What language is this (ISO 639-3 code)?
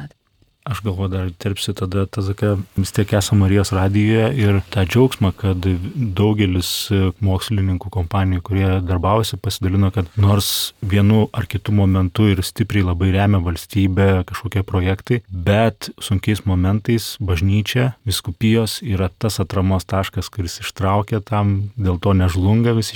lit